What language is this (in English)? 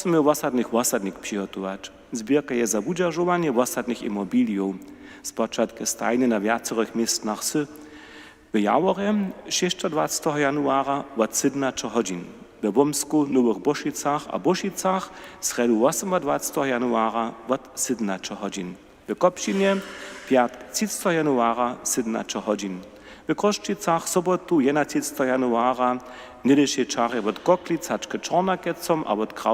Upper Sorbian